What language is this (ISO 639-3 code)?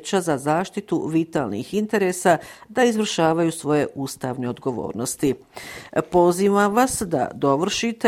bos